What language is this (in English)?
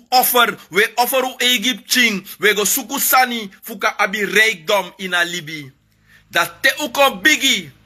Sranan Tongo